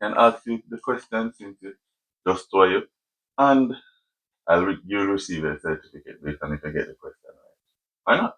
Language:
Jamaican Creole English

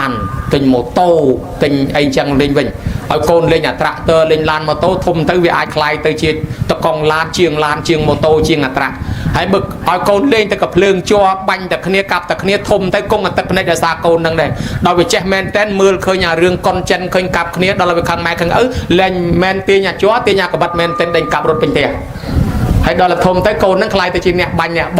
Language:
Khmer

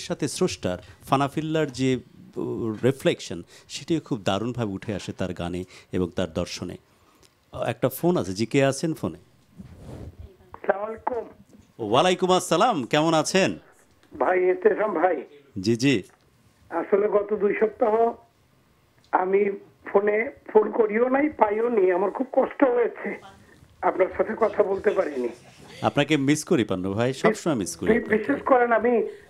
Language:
Bangla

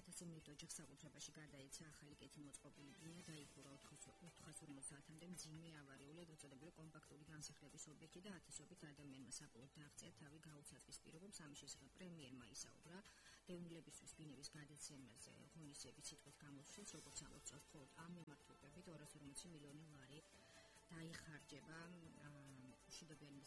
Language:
Georgian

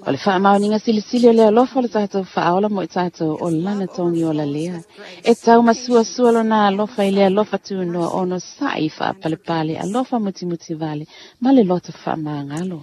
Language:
Samoan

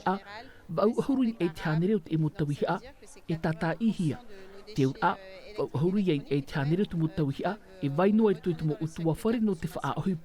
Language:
Tahitian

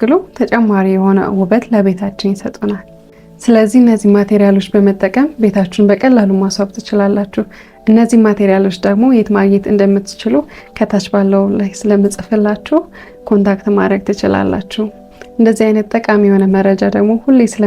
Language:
Amharic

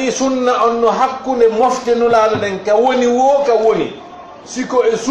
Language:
Fula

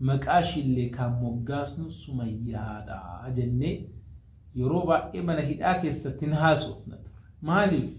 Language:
Oromo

